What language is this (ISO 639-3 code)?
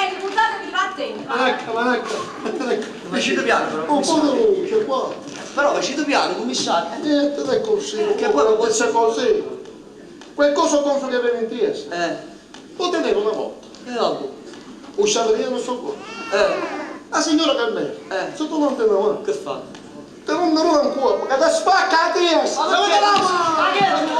nap